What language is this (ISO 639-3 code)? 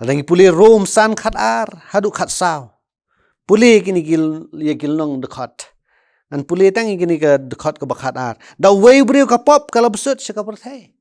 kha